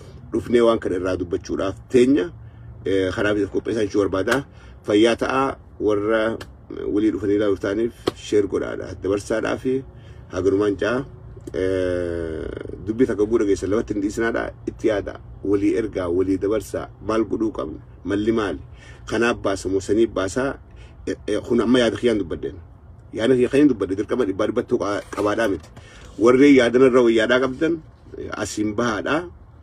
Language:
Oromo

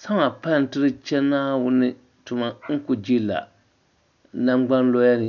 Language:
Dagbani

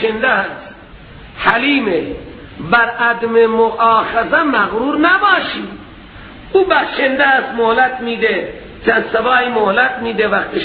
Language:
Persian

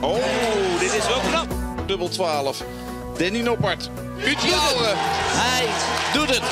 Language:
Western Frisian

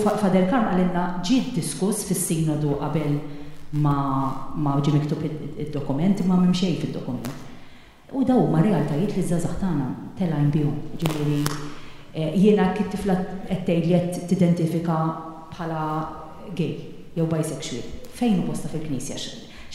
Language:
Maltese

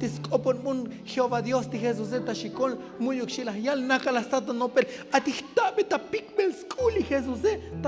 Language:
Tzotzil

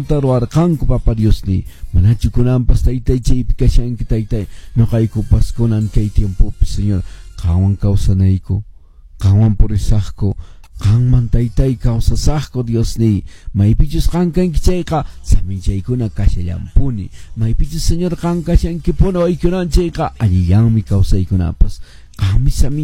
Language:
Quechua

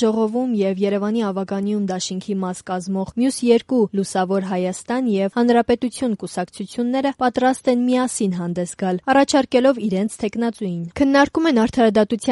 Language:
Armenian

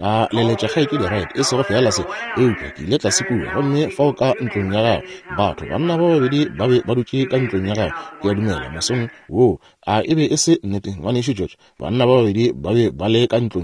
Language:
Northern Sotho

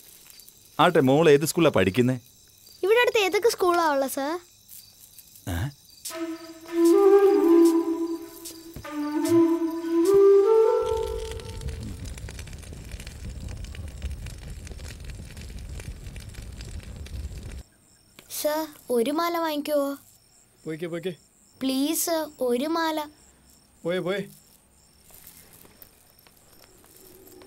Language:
Malayalam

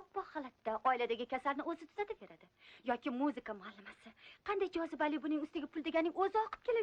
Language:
Uzbek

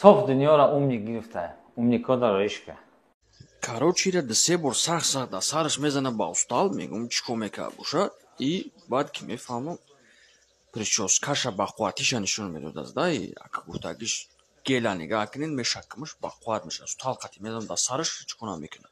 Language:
Tajik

